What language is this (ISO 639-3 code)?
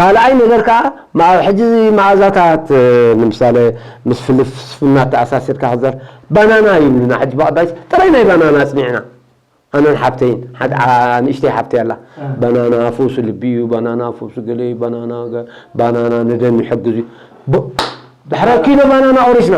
tir